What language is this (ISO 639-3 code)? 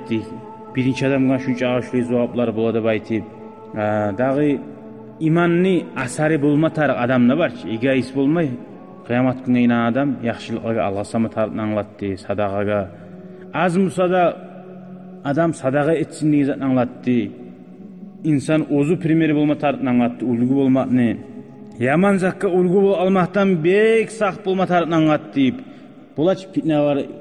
kum